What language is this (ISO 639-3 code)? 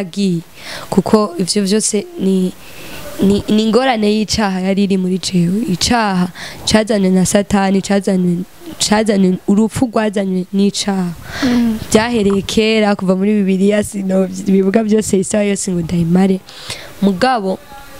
run